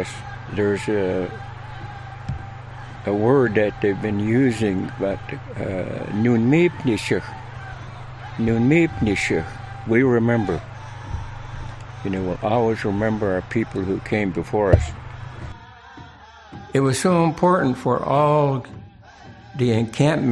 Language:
English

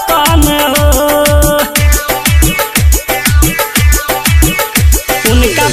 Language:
Bhojpuri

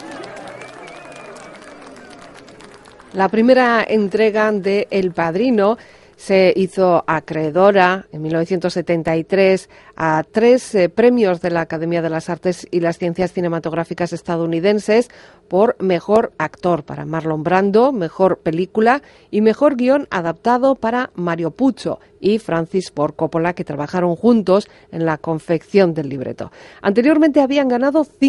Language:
Spanish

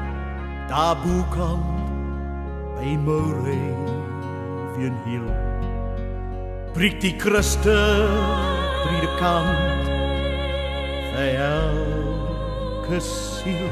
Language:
Afrikaans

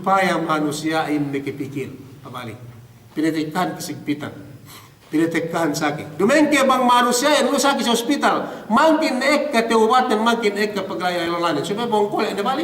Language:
Yakan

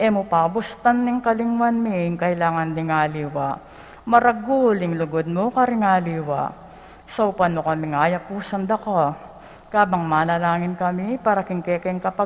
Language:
Pampanga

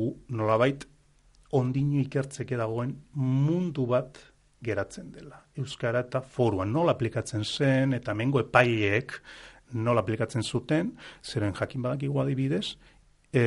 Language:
Basque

